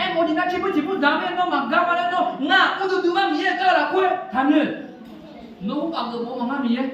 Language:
Akha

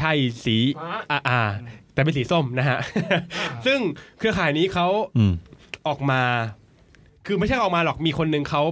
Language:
Thai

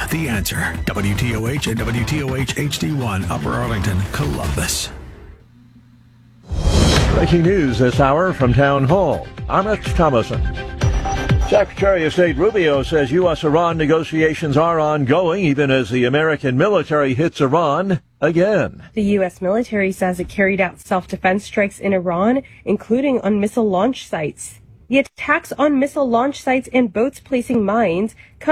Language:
English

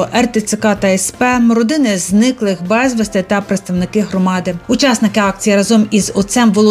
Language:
Ukrainian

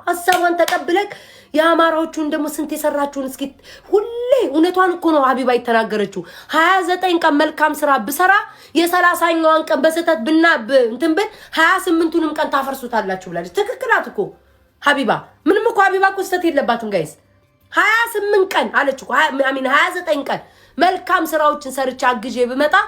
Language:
Amharic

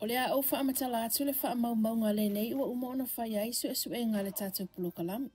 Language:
Samoan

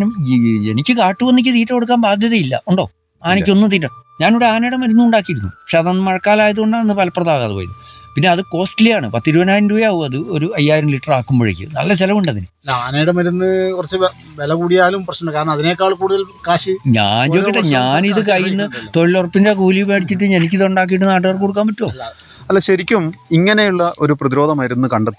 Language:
Malayalam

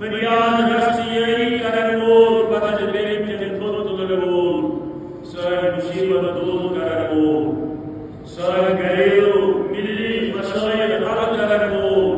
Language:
Kashmiri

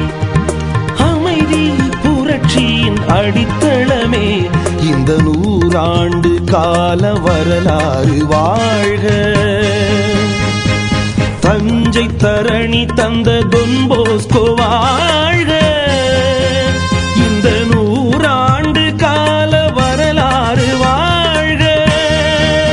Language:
Tamil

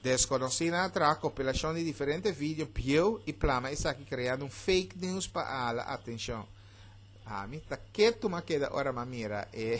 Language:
Papiamento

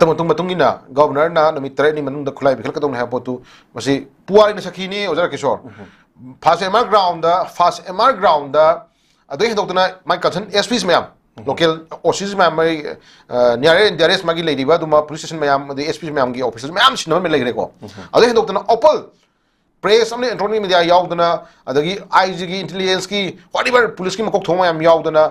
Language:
Manipuri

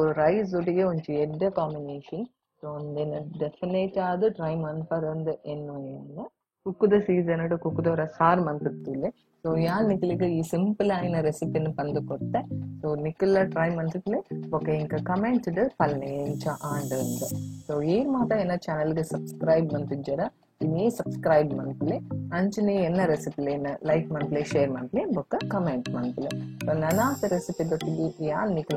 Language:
Tulu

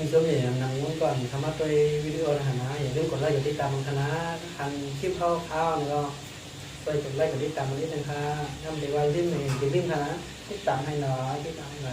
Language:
Shan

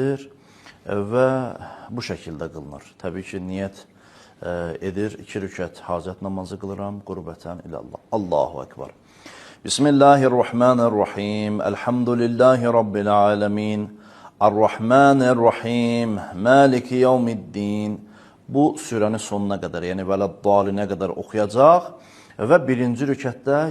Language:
Azerbaijani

